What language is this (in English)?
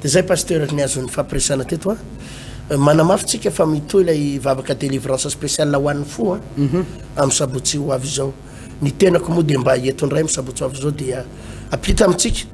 Malagasy